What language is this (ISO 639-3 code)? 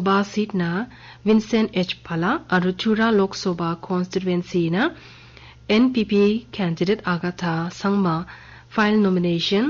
grt